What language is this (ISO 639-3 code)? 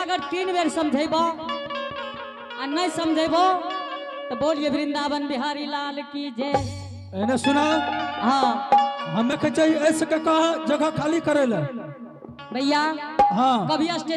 anp